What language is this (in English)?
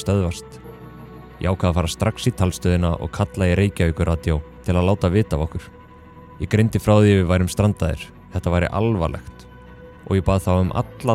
Icelandic